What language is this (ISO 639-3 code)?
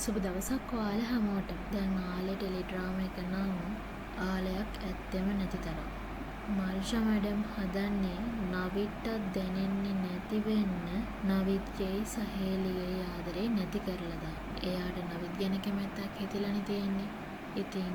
sin